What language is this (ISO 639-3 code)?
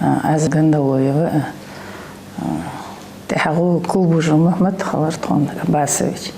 inh